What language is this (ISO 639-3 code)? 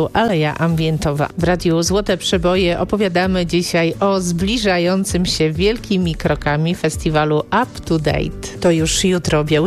pol